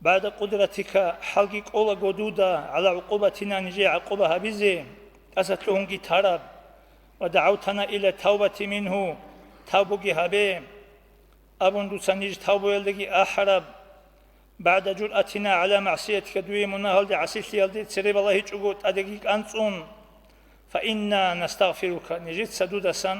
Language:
Avaric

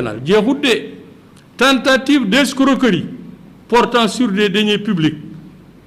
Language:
Wolof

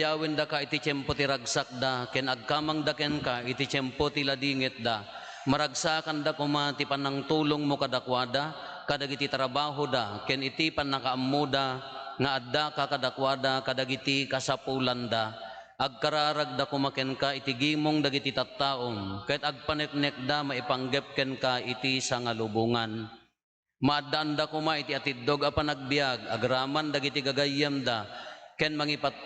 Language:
Iloko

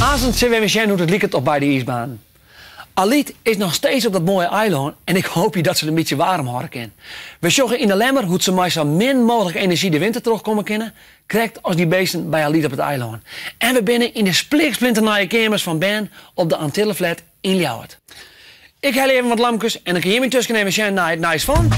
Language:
Western Frisian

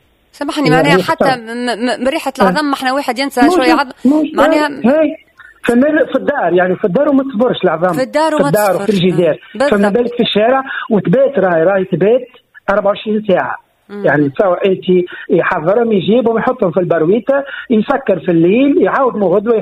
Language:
Tunisian Arabic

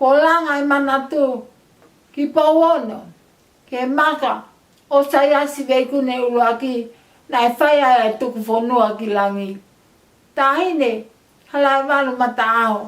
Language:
Tongan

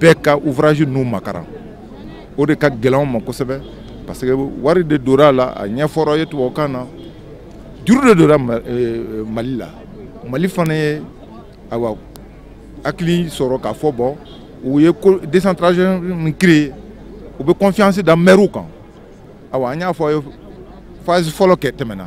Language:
Bambara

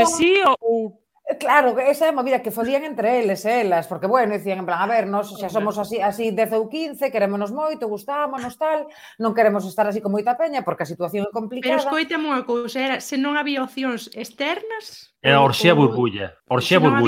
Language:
Galician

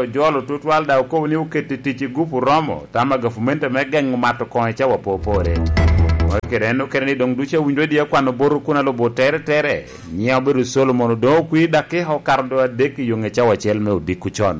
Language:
Lango (Uganda)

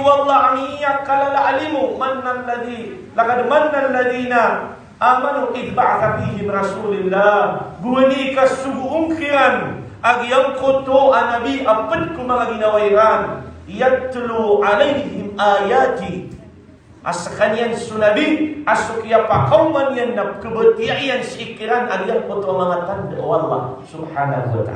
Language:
Maranao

